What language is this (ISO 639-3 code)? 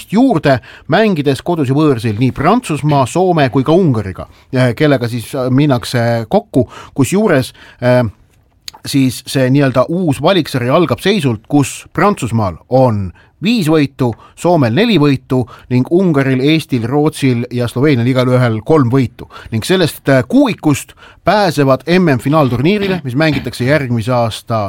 est